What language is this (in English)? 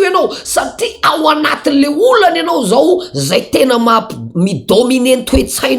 Malagasy